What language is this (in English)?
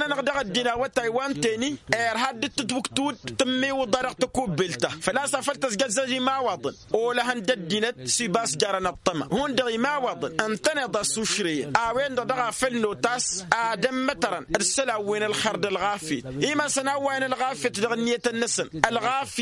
Tamasheq